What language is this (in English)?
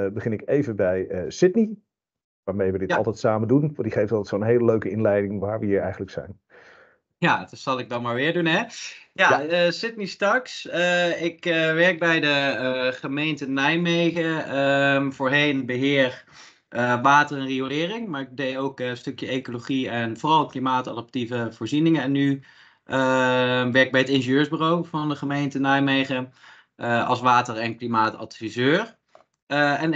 Dutch